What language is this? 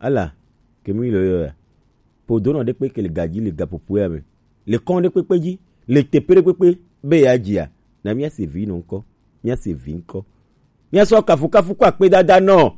Gen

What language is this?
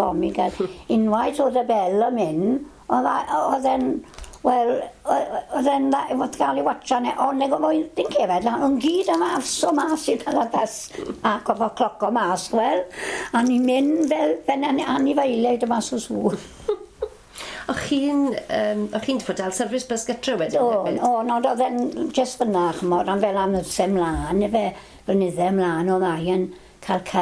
Welsh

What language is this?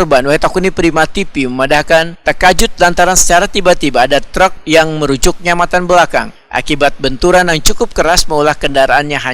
Banjar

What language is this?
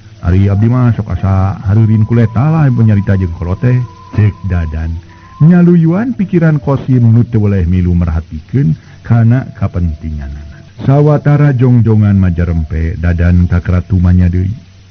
Sundanese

